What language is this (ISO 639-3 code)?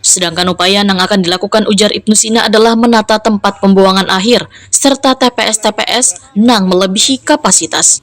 bjn